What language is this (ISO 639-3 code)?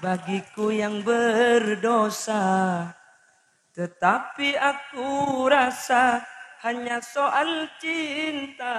mad